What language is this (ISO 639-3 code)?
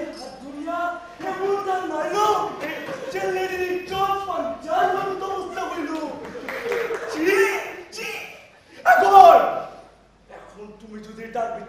ben